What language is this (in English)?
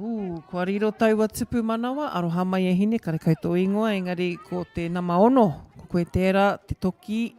Māori